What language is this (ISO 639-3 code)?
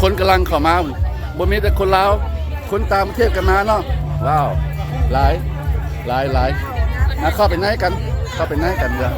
lao